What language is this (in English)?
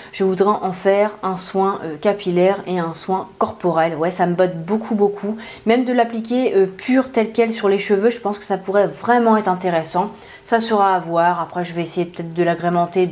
French